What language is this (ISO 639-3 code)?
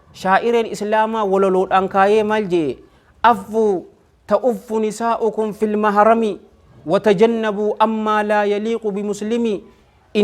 orm